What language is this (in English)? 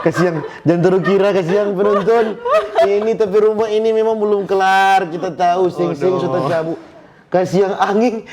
Manado Malay